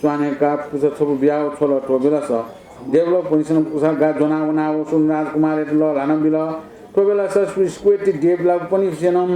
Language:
Newari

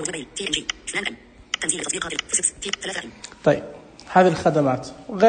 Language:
Najdi Arabic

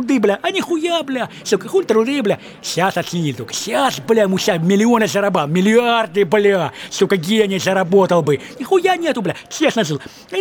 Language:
Russian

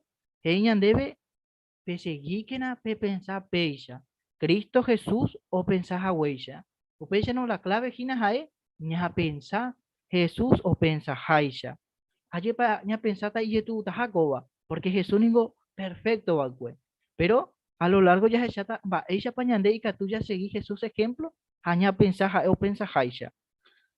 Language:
Guarani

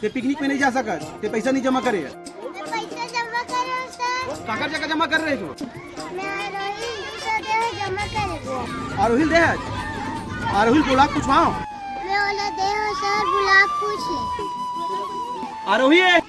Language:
Chhattisgarhi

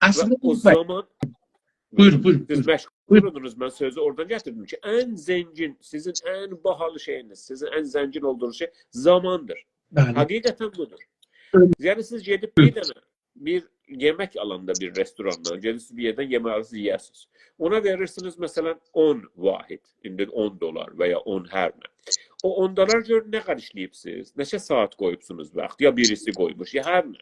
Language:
South Azerbaijani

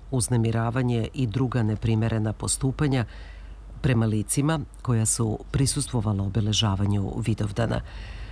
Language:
Serbian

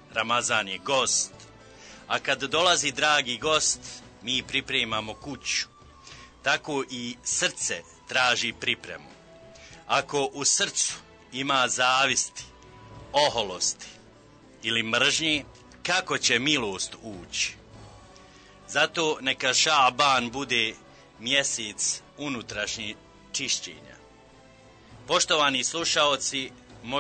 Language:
Bosnian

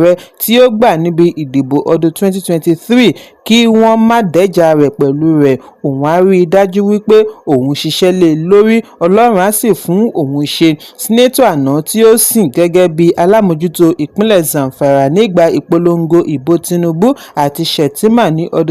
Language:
Yoruba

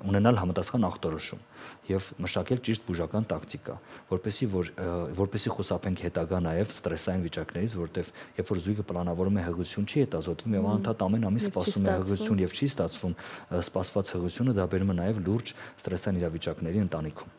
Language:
Armenian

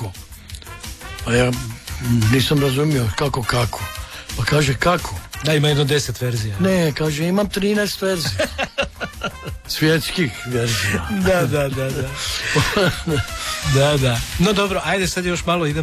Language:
Croatian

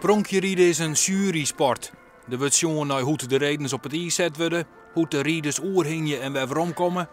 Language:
Western Frisian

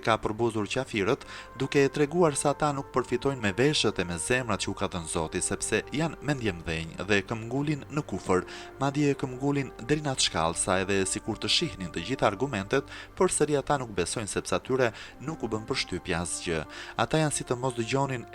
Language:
Albanian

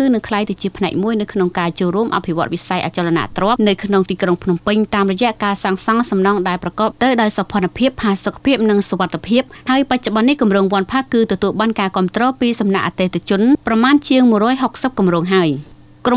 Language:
Khmer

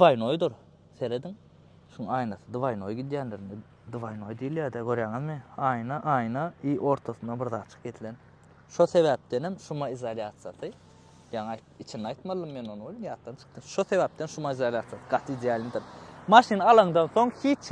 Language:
Turkmen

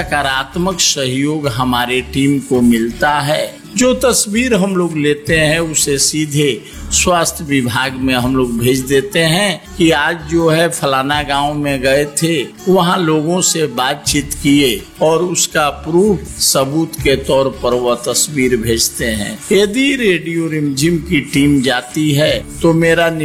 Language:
Hindi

